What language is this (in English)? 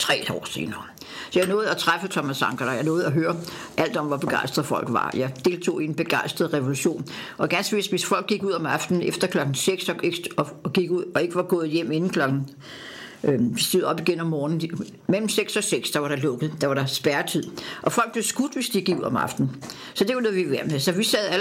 Danish